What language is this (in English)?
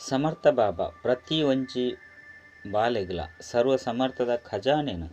Tulu